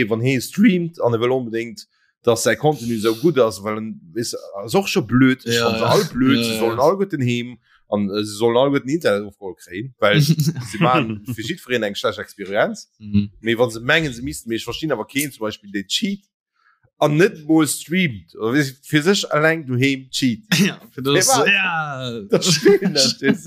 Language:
Luxembourgish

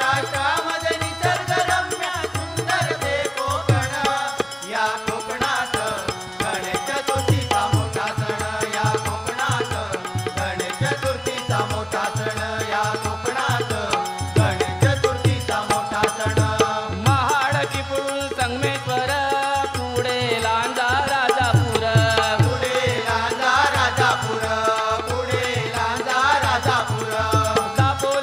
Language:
Marathi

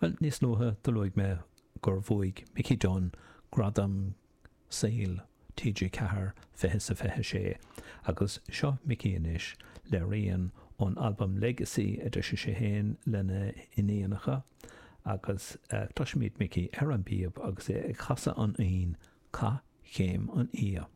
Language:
Irish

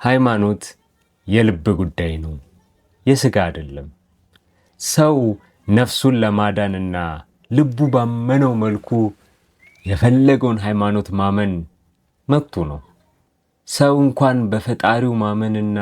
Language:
Amharic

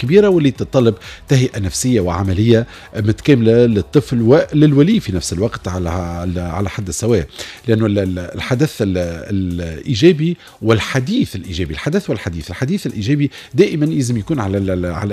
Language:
Tunisian Arabic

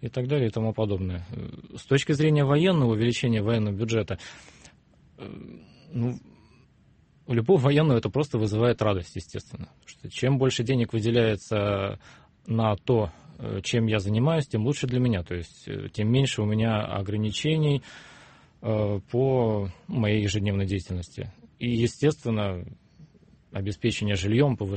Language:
Russian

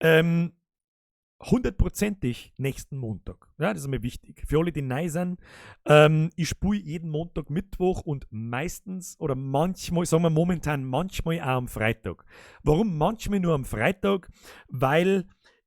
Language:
Bavarian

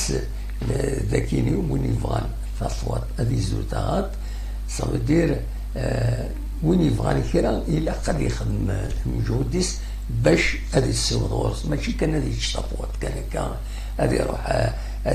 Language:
Kabyle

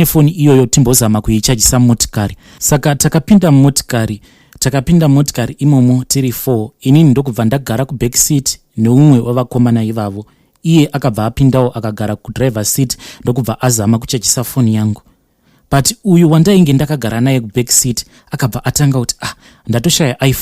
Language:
Shona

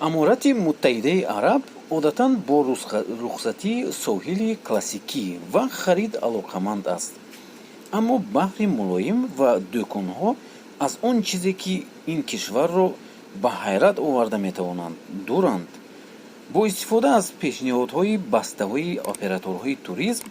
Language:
Tajik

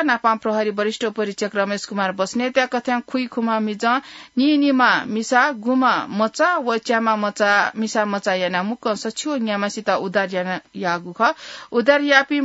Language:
Newari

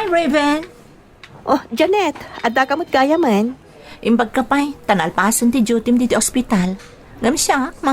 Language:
Iloko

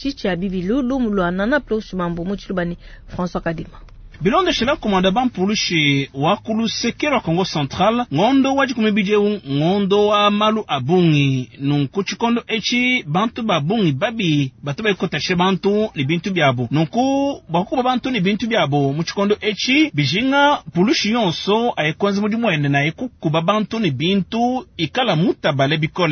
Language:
Luba-Lulua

